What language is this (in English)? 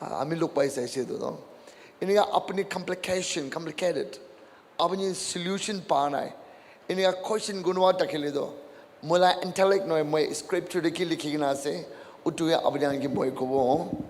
Naga Pidgin